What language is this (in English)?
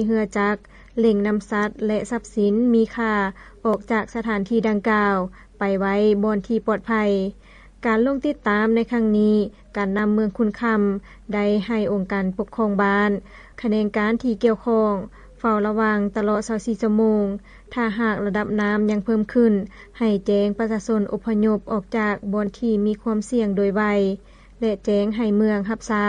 Lao